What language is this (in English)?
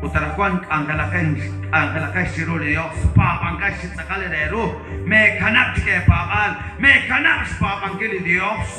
Kekchí